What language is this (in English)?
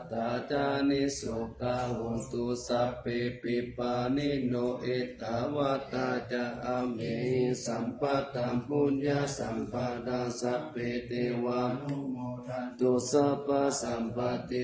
Pali